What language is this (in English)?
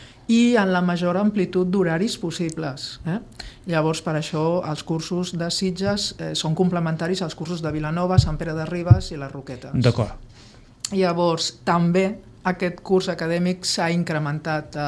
Catalan